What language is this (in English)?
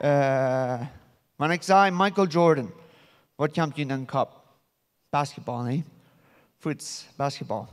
Plautdietsch